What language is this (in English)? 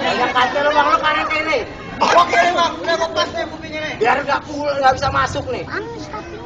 Betawi